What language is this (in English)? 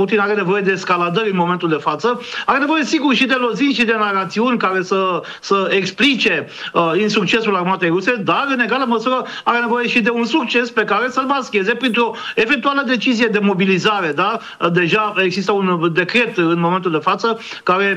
Romanian